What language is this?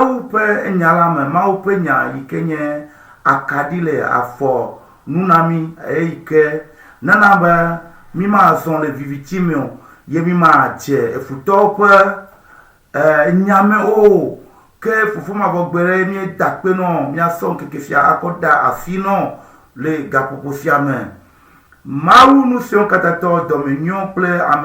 Ewe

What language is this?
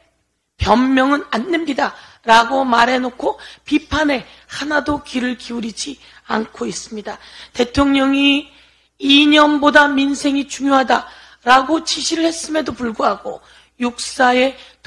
Korean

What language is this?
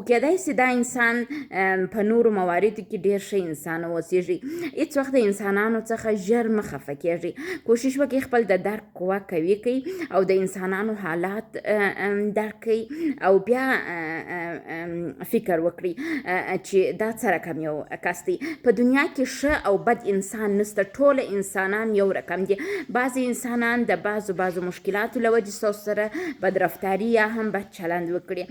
Pashto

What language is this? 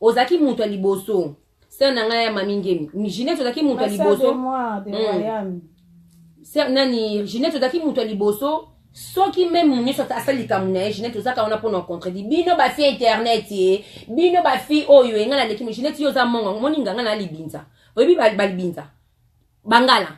Lingala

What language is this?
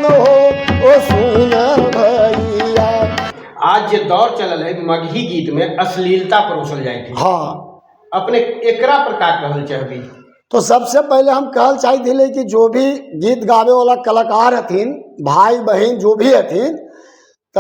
Magahi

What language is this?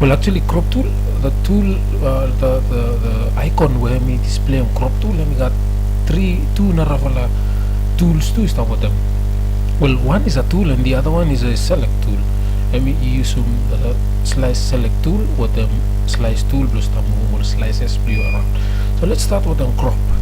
Bislama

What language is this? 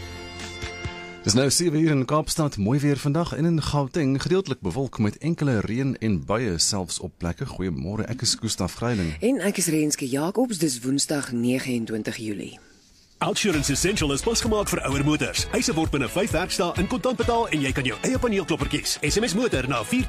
Afrikaans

